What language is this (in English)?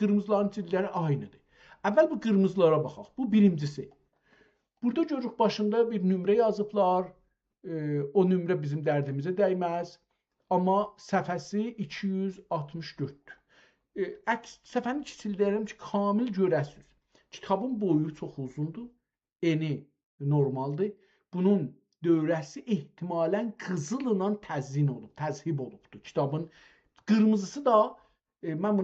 South Azerbaijani